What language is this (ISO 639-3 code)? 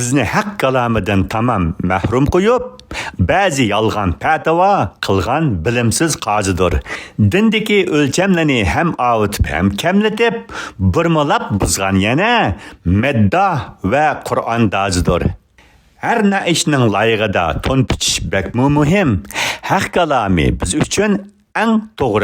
uig